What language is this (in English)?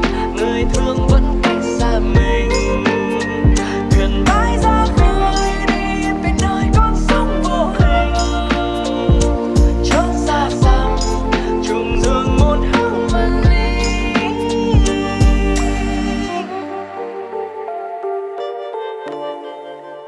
Vietnamese